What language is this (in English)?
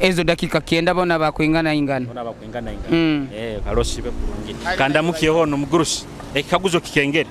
Nyoro